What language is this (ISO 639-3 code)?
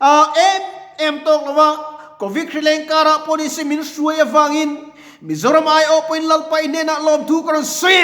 lus